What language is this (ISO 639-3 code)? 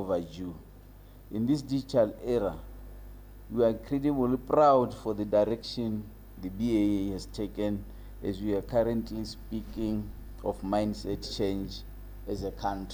tsn